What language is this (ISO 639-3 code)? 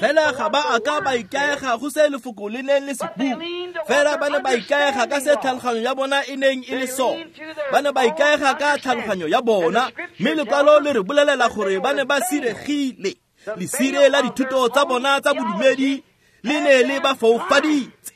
tsn